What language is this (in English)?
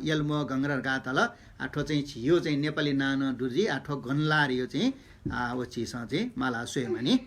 Newari